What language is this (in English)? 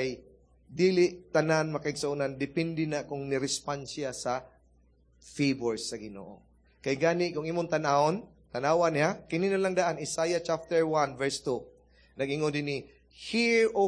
Cebuano